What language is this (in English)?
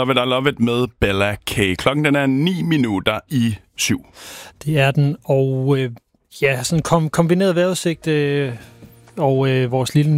Danish